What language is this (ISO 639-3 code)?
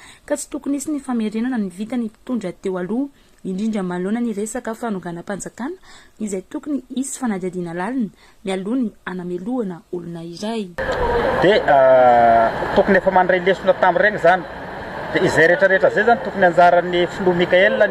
mlg